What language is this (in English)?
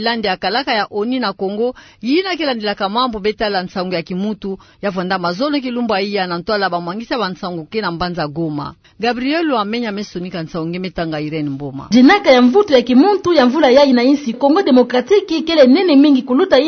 Kituba (Democratic Republic of Congo)